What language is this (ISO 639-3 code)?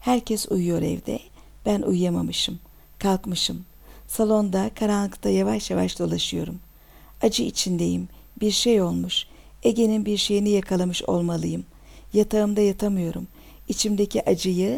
tur